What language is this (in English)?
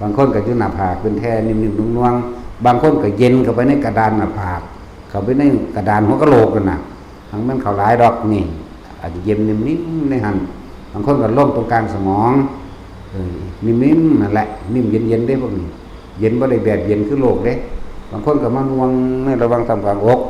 Northeastern Thai